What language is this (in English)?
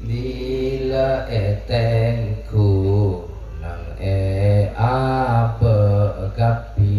Madurese